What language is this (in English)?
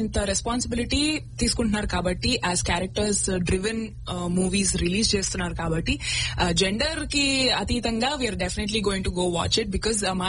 Telugu